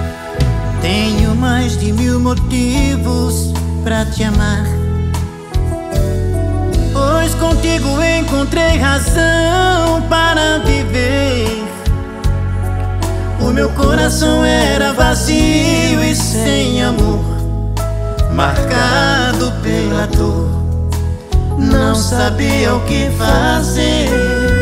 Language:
Portuguese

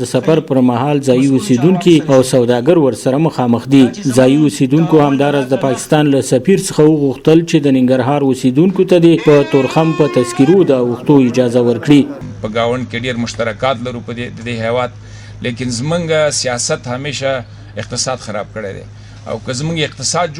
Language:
Pashto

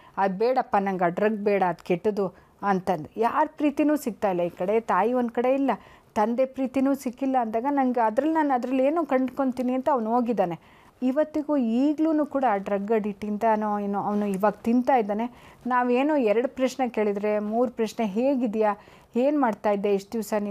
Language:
Kannada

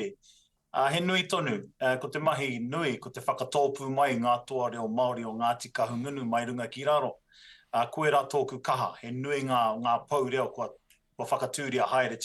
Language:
Māori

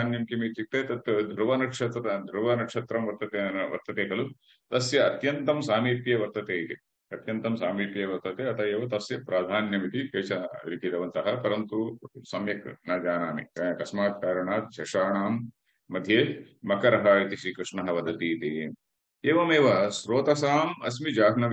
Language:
Sanskrit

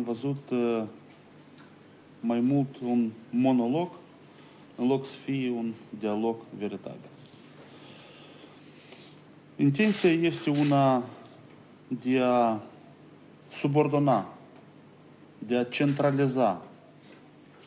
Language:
Romanian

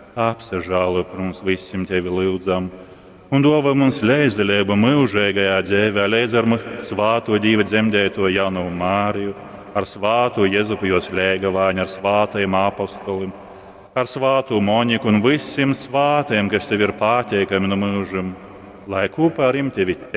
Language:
Latgalian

